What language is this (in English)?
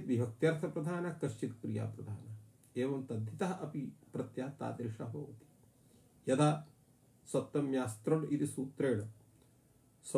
Sanskrit